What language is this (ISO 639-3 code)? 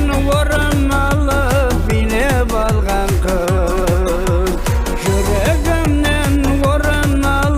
kaa